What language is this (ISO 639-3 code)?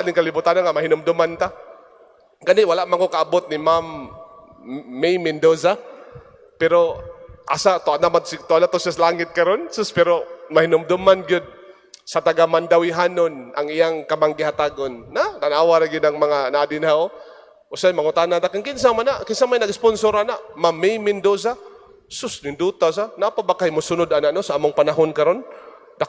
ceb